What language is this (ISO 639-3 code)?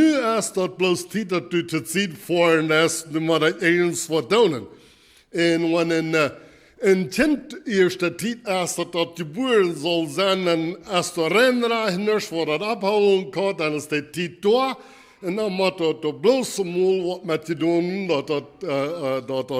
pdt